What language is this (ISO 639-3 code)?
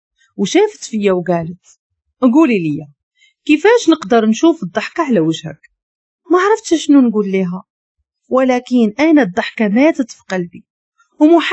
ary